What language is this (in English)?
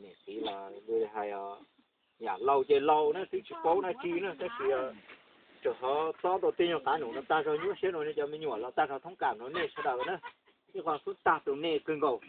Hmong